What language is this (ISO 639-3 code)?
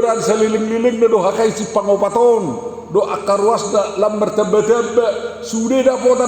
bbc